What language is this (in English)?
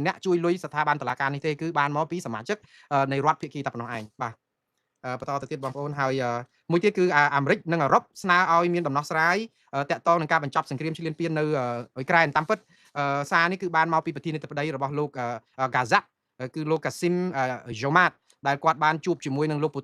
Khmer